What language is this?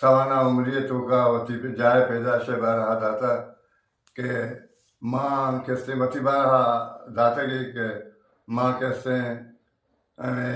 Eastern Balochi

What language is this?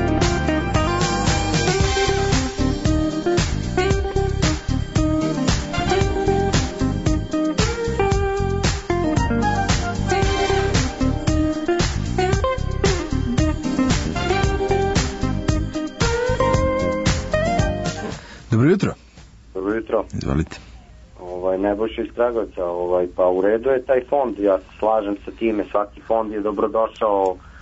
Serbian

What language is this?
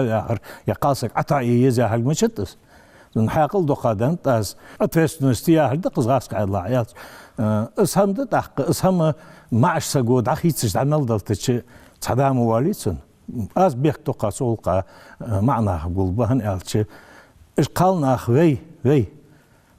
Ingush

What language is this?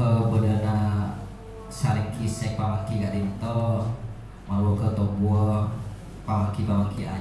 Madurese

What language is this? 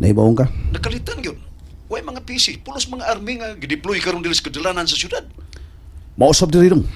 Cebuano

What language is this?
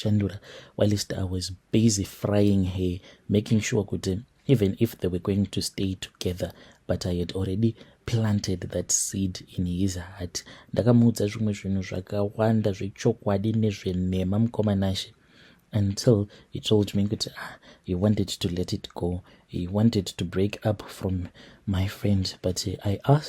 Shona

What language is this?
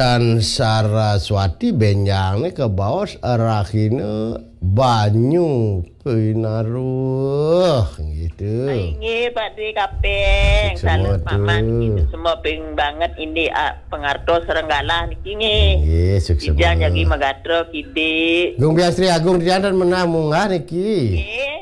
Balinese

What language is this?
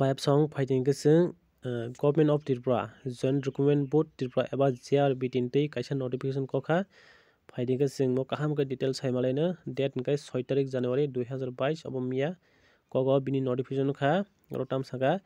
Kok Borok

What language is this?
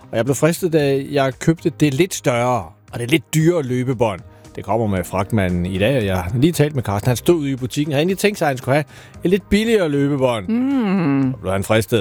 Danish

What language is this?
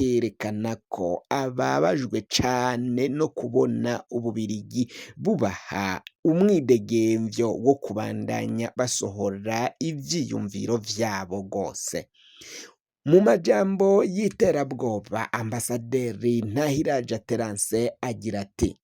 Rundi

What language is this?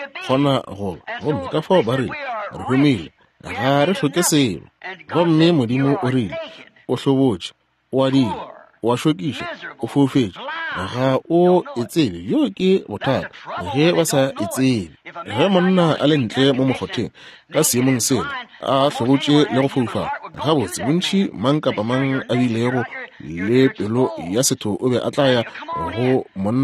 Northern Sotho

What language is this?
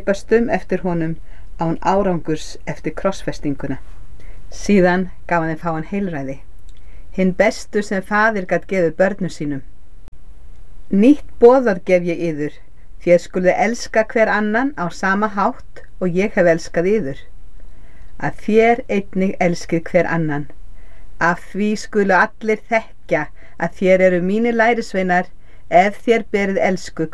Icelandic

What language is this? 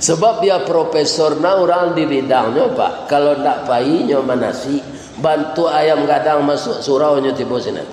Minangkabau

